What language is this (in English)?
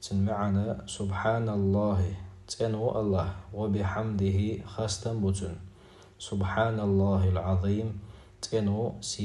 Chechen